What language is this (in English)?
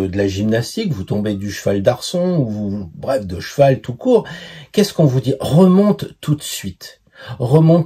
French